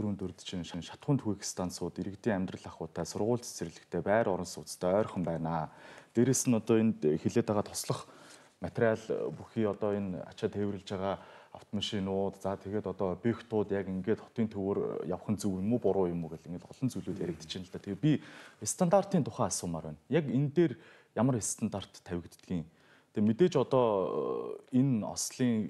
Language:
Mongolian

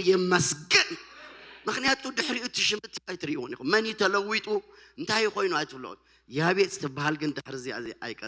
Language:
Tigrinya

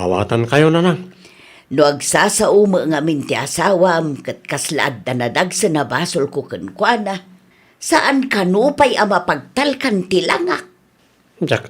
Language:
Iloko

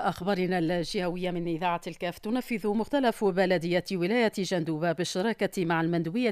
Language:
Arabic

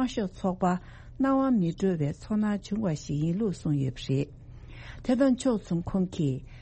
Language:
Tibetan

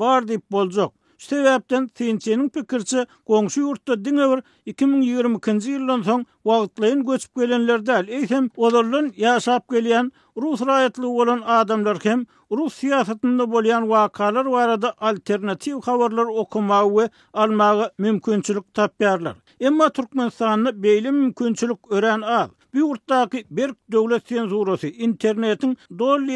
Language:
Turkmen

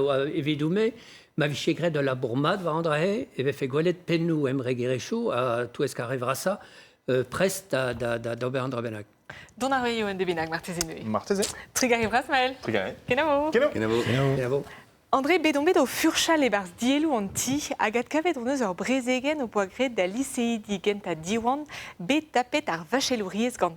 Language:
Breton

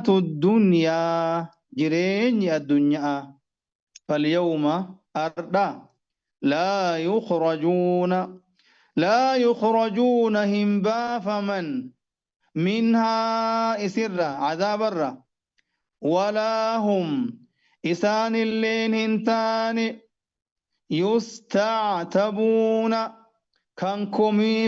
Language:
Oromo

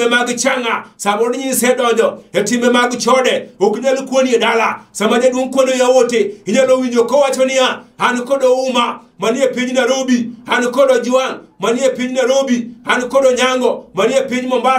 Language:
Luo (Kenya and Tanzania)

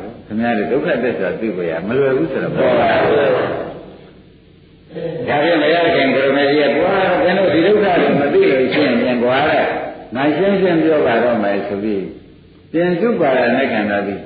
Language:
Burmese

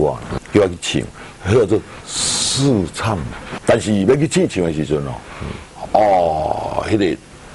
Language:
Min Nan Chinese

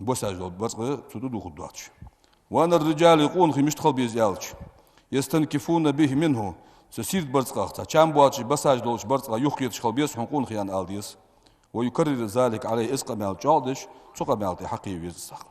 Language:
Ingush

